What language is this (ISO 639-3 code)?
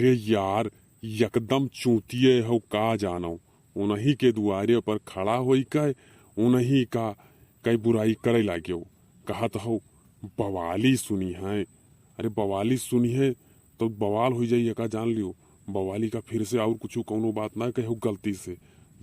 awa